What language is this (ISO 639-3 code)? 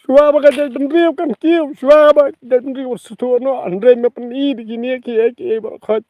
kha